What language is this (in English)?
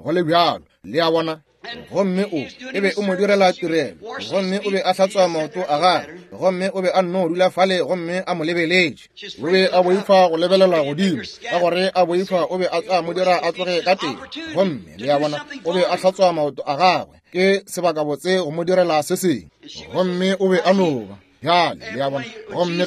Northern Sotho